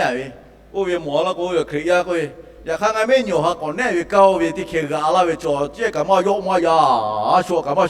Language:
Lahu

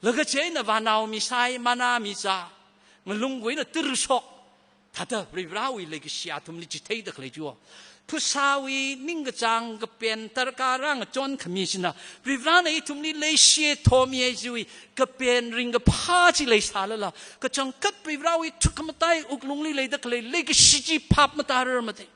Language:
Tangkhul Naga (India)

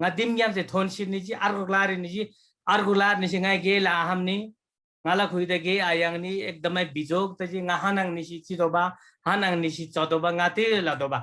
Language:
Eastern Tamang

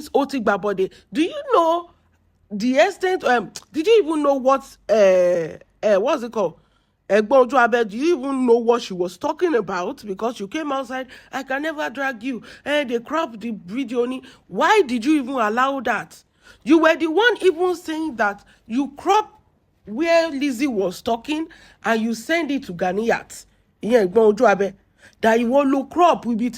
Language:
Yoruba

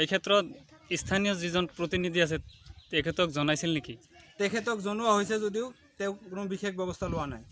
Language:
Assamese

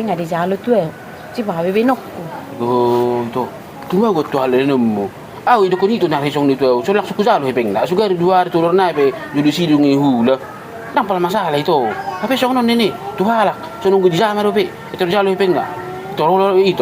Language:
Batak Toba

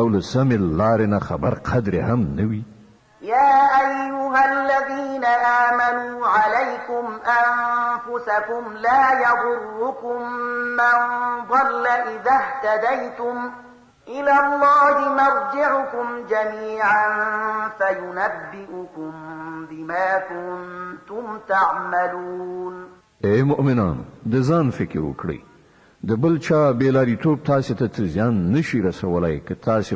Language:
Pashto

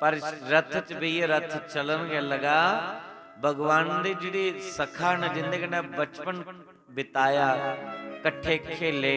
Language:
Dogri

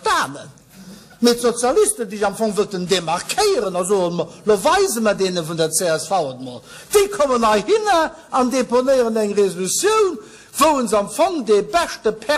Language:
Luxembourgish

